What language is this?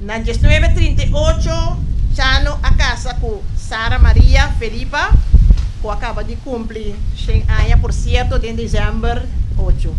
Papiamento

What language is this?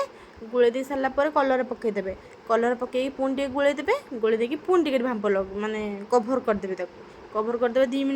Odia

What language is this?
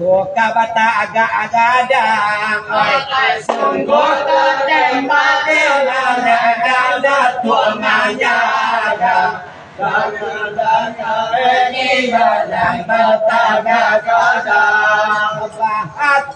Minangkabau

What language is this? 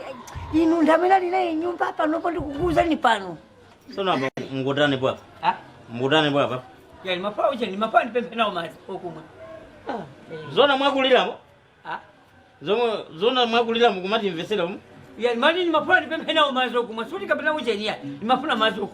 Nyanja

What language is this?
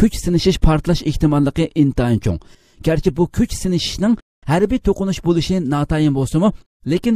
Uyghur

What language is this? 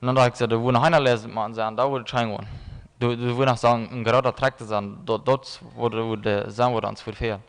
Plautdietsch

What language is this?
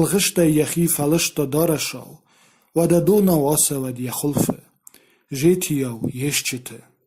Ossetic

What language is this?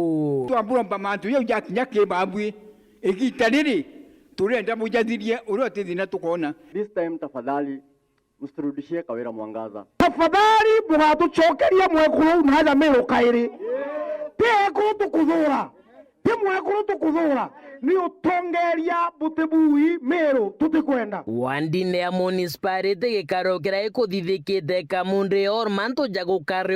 Meru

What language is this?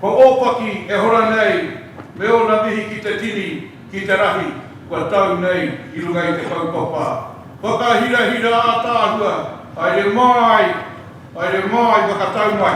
Māori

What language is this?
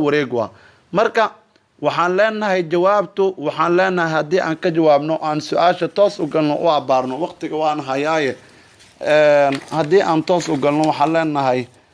Somali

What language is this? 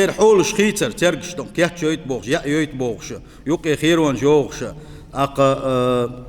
Chechen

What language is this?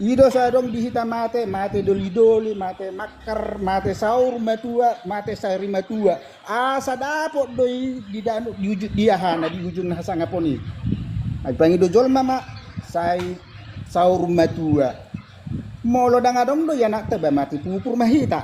Batak Toba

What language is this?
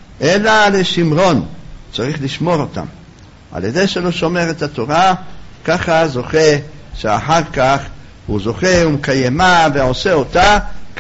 Hebrew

